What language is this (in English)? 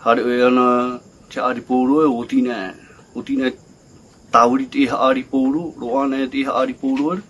Tahitian